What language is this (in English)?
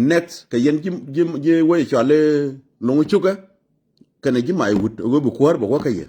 Nuer